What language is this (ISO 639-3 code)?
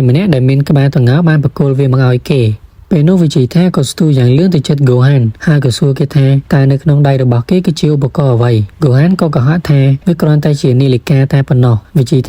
khm